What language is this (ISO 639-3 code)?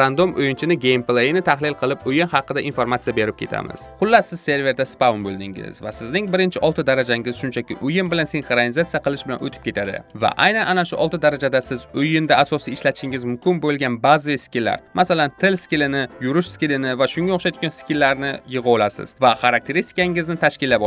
uzb